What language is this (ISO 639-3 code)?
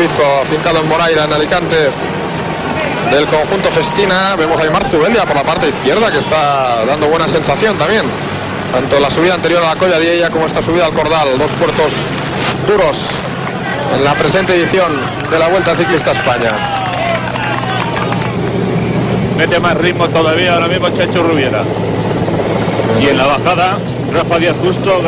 spa